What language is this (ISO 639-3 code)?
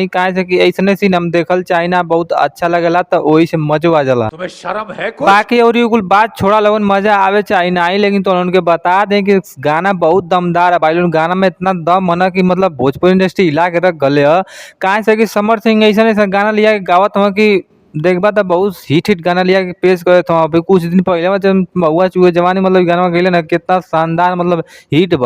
bho